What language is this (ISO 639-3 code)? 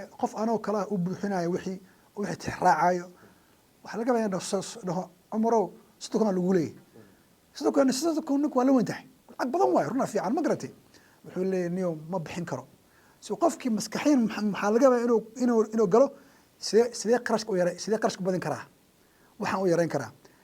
som